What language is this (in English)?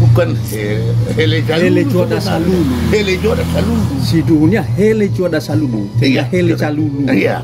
Nias